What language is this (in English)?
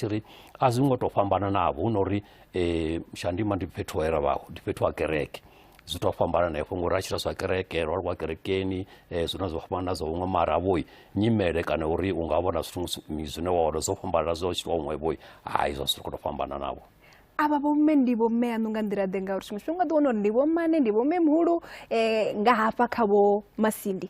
Venda